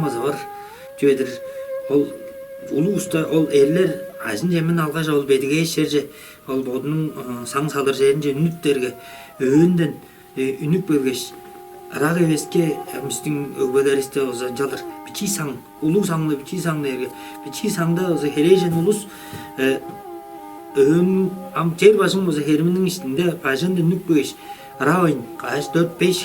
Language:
Tuvinian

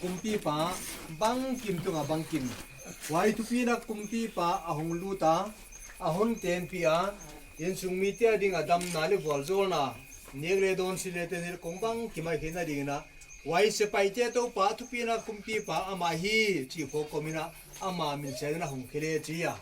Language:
Paite Chin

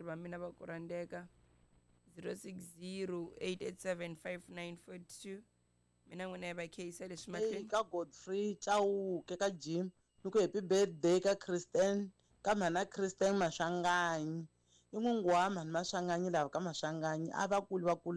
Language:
Tsonga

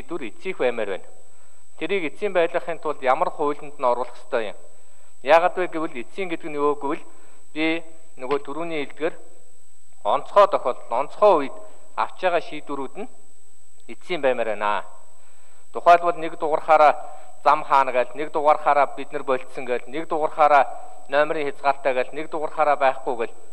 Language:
Mongolian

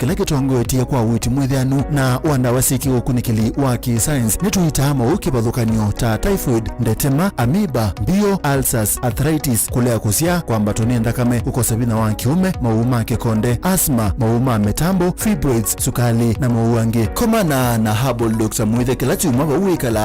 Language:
Kamba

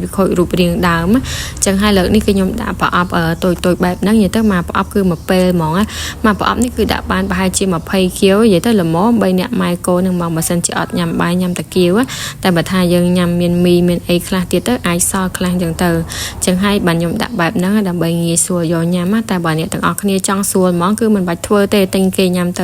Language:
Khmer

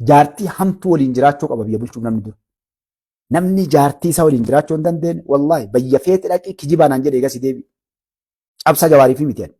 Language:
Oromo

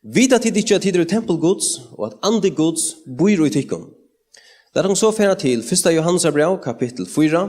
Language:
Faroese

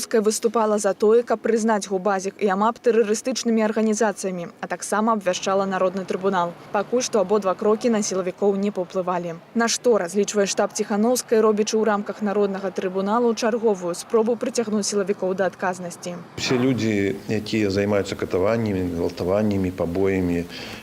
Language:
Belarusian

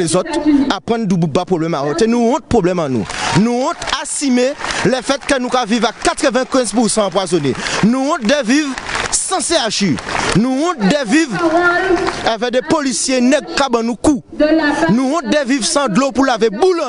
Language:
Guadeloupean Creole French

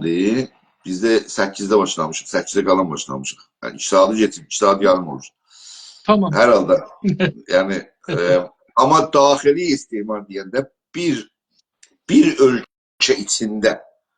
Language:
South Azerbaijani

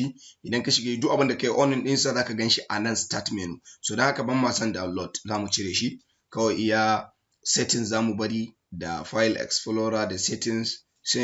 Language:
Hausa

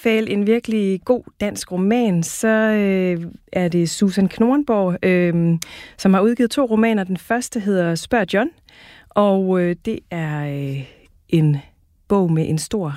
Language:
Danish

